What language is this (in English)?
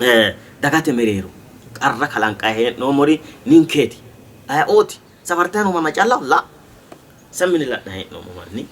Sidamo